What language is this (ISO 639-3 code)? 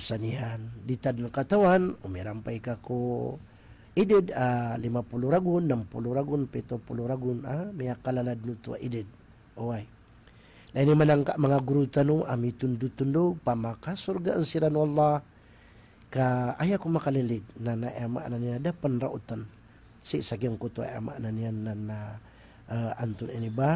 mrw